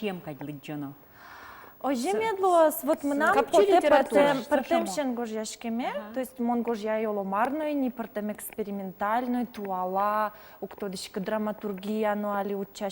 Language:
Udmurt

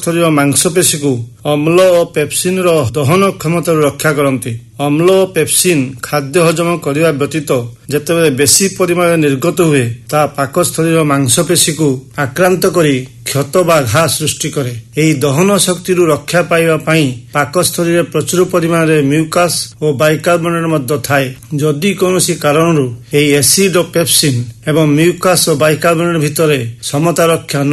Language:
Odia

